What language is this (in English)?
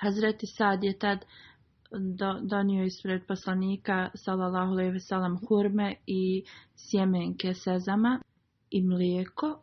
Bosnian